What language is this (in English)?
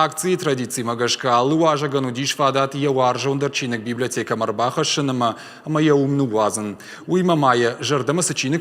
Ossetic